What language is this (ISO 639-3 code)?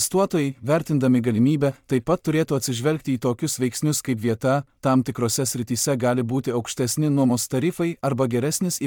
lit